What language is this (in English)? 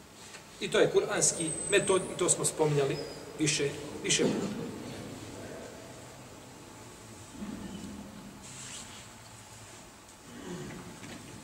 Bosnian